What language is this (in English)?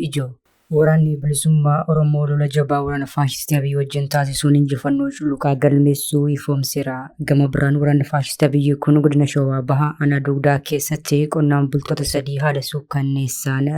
Oromo